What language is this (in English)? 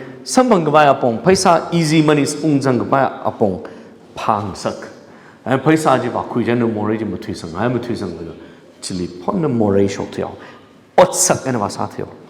Tangkhul Naga (India)